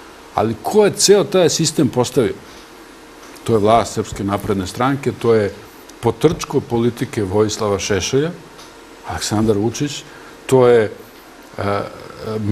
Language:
Serbian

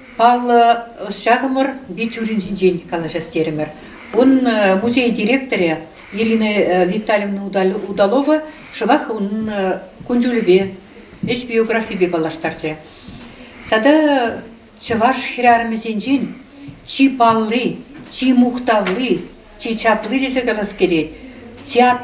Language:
Chuvash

